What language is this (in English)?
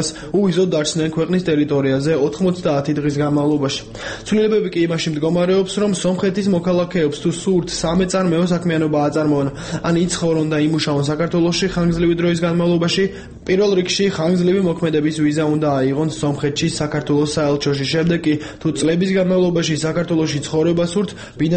Georgian